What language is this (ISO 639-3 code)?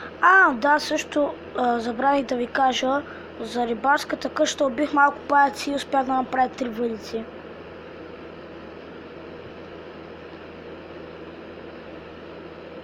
bul